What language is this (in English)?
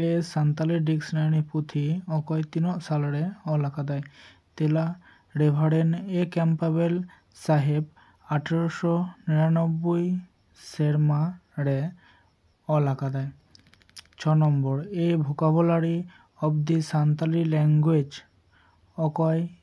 Santali